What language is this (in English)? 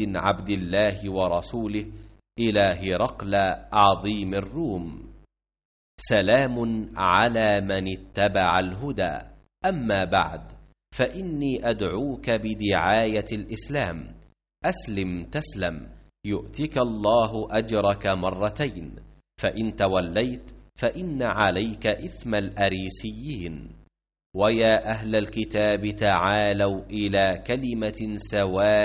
Arabic